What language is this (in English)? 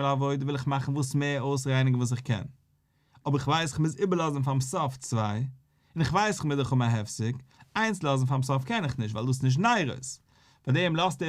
Yiddish